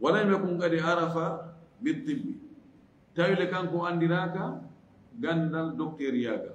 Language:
Fula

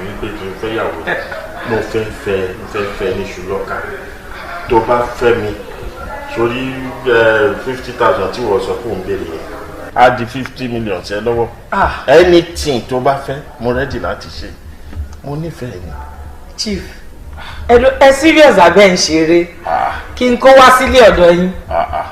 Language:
Yoruba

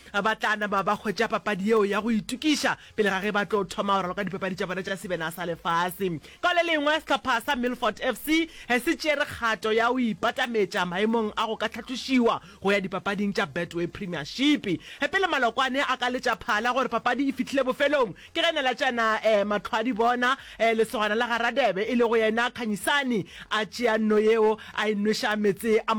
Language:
Northern Sotho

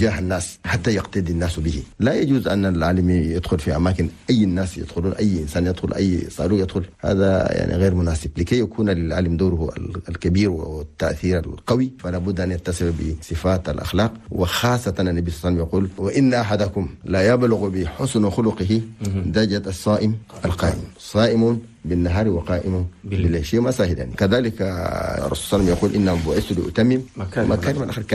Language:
Chadian Arabic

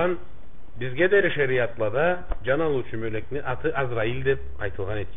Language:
Karachay-Balkar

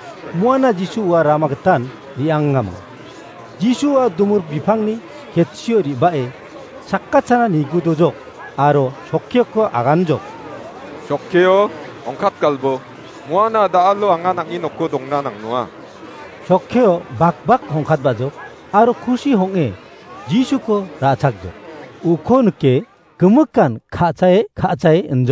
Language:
Garo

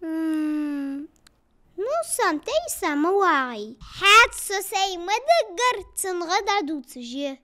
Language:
Ingush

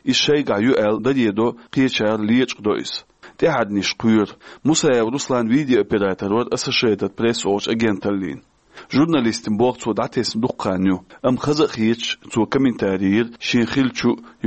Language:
Chechen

